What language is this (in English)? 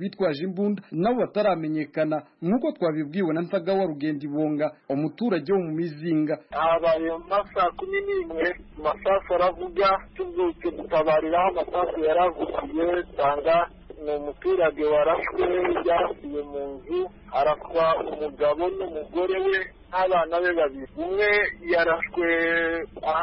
Kinyarwanda